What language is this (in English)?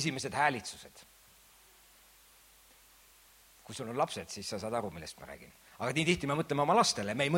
Estonian